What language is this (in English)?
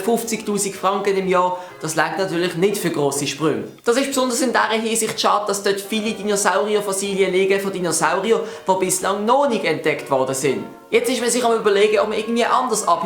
Swiss German